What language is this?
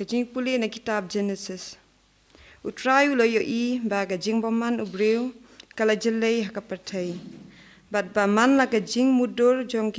Khasi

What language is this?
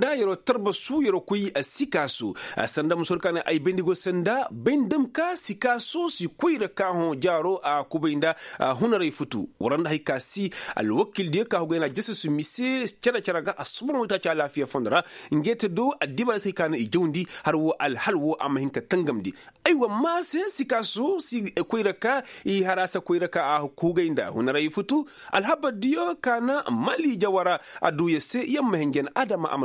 Koyraboro Senni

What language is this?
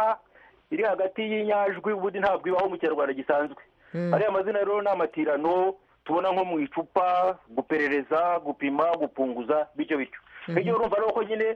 Kinyarwanda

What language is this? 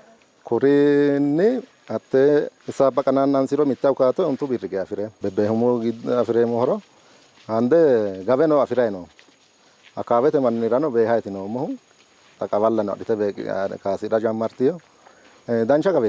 Sidamo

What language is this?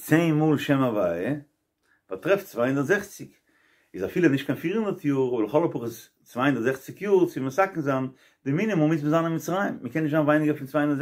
Yiddish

